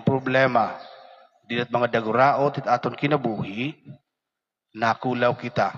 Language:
Waray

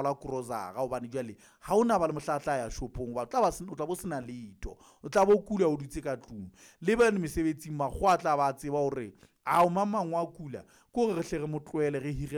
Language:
Southern Sotho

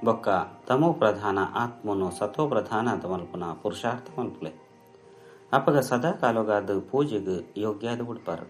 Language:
Tulu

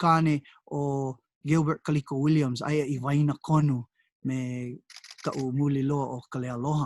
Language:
Hawaiian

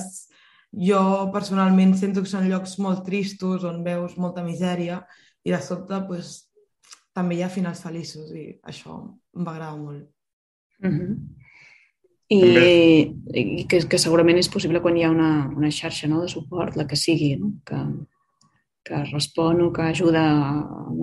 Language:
Catalan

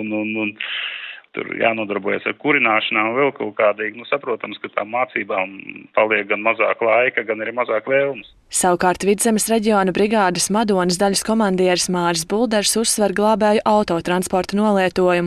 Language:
Latvian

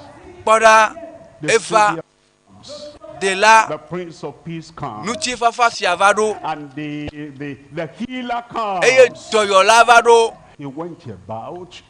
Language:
Ewe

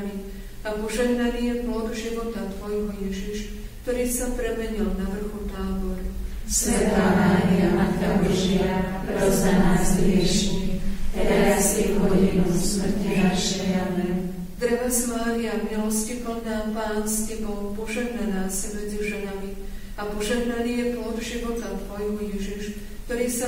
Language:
Slovak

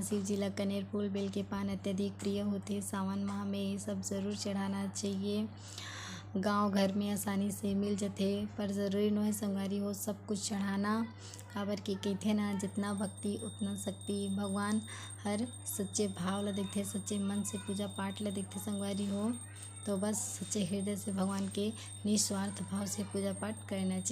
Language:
Chhattisgarhi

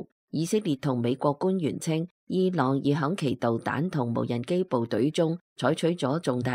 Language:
Cantonese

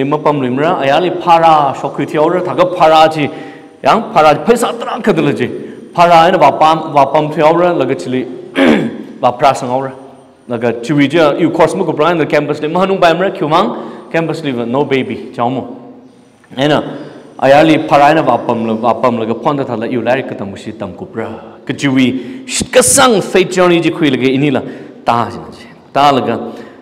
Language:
Tangkhul Naga (India)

